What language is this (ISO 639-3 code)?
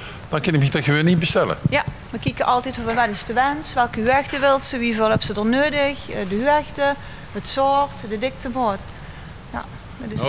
lim